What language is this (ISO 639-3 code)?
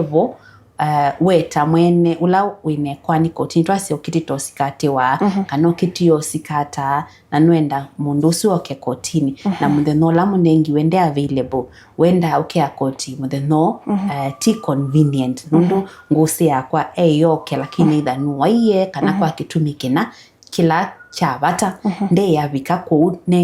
kam